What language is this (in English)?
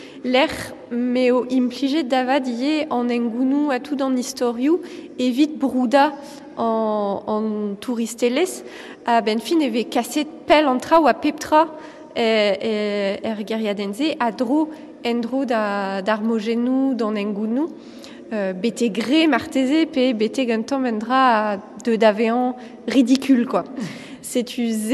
Breton